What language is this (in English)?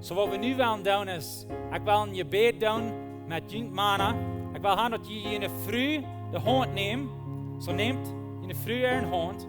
Plautdietsch